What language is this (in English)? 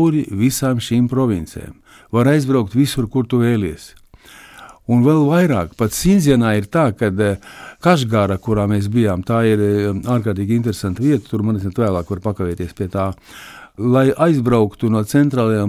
Latvian